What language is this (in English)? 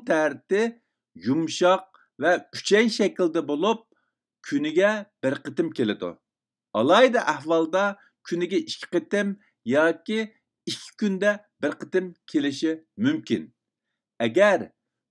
Uyghur